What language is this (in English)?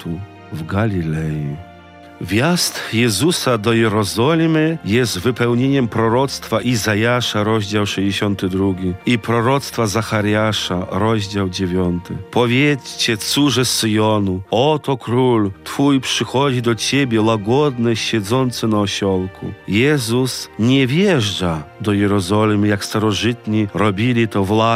Polish